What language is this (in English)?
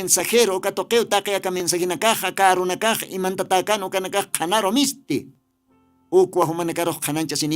Aymara